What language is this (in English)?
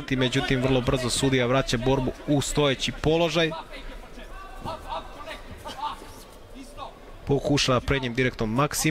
Serbian